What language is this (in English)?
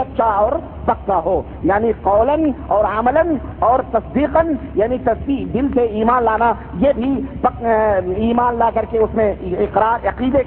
Urdu